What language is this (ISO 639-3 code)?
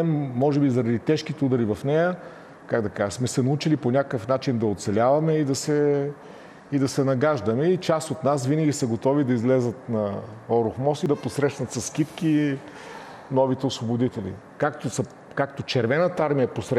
bul